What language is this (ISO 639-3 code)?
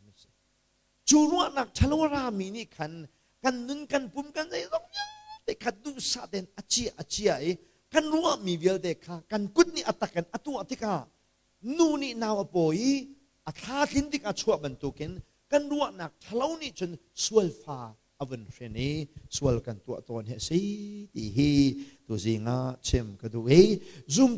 cnh